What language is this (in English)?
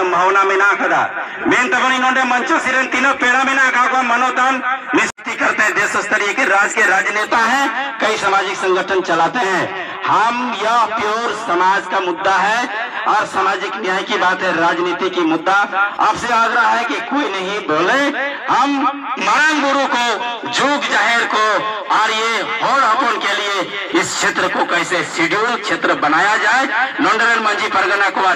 Santali